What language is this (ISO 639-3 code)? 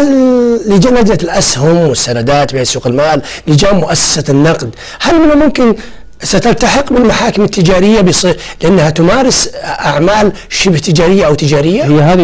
ara